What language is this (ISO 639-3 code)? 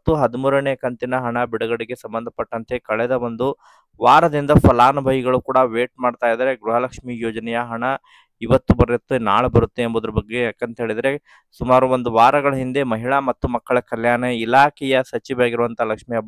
kan